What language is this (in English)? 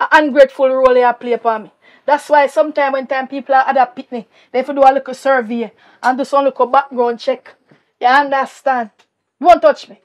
Jamaican Creole English